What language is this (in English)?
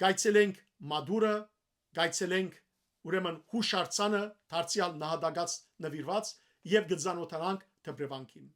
Western Armenian